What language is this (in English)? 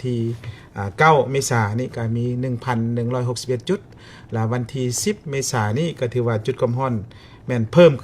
Lao